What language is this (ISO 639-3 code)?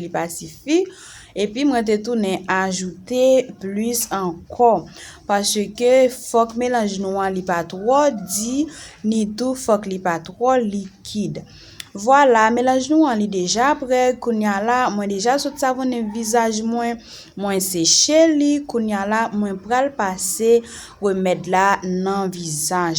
hat